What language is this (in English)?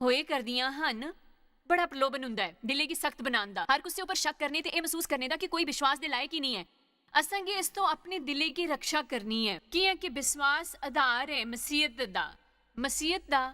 Dogri